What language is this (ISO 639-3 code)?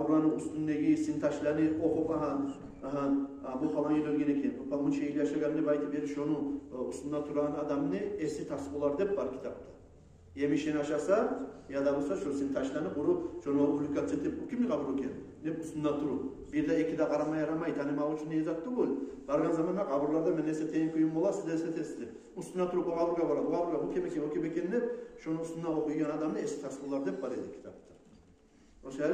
kum